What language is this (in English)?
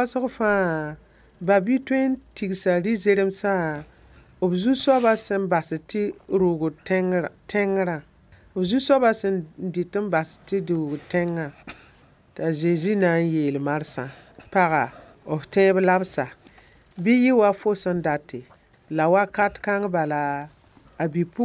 Mossi